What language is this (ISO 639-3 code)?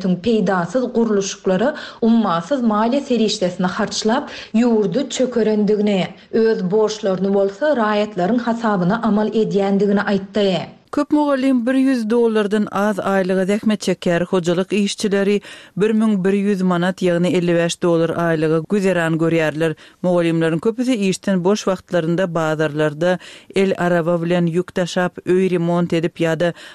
tuk